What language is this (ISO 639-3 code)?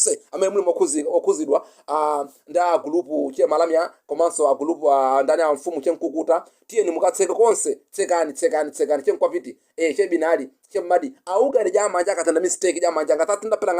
nya